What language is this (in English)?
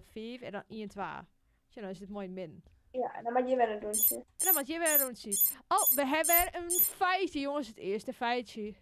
Western Frisian